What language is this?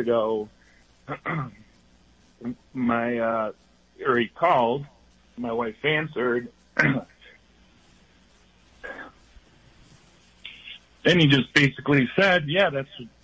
English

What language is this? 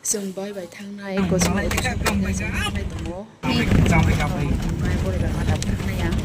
Kok Borok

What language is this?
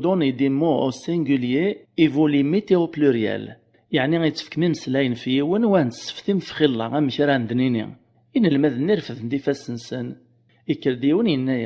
Kabyle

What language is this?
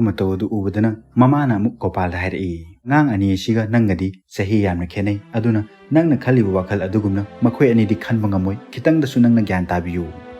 Manipuri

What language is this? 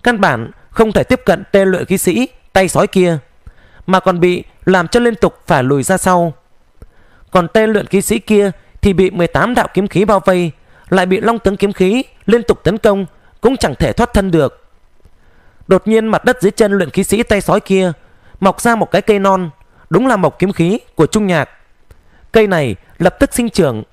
Vietnamese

